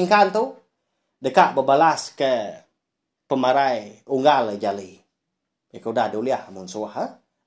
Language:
Iban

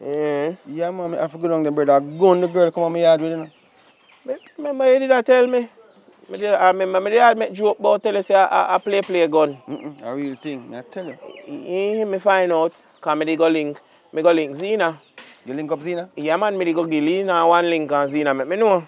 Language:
Jamaican Creole English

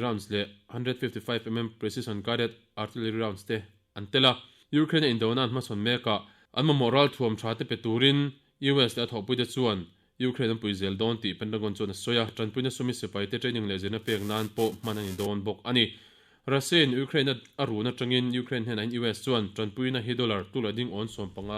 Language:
Mizo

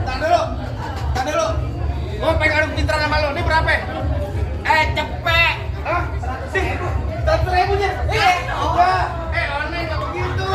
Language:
Betawi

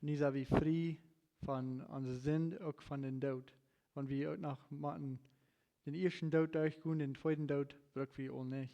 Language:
Plautdietsch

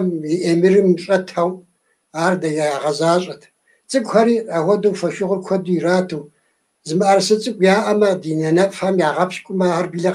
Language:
Kabardian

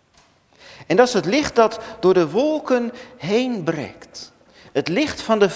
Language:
Dutch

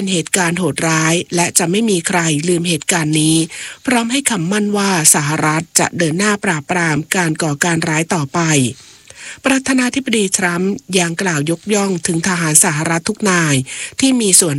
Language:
Thai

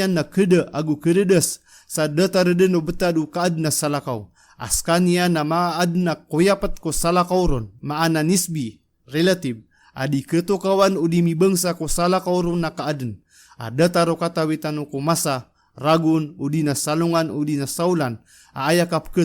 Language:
Maranao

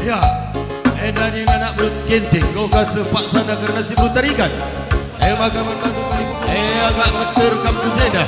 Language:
Batak Karo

